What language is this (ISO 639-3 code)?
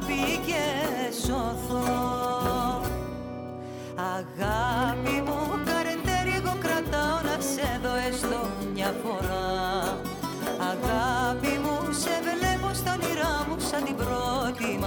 ell